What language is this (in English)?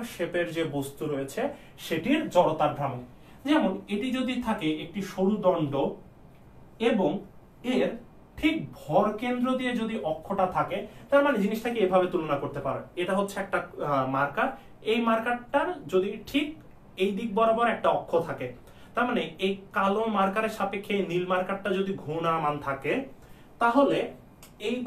Bangla